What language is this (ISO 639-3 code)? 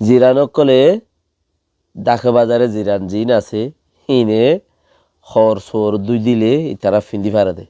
rhg